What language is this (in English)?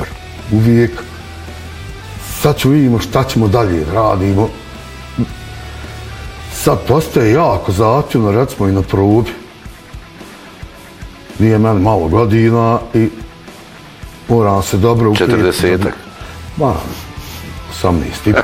Bosnian